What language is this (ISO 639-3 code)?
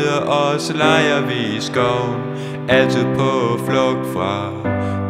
dan